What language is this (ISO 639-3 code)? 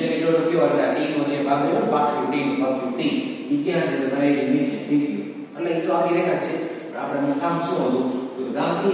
guj